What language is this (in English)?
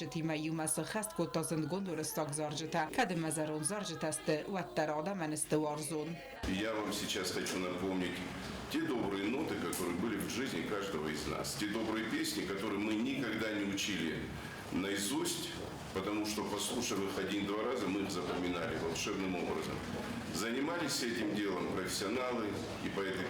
Ossetic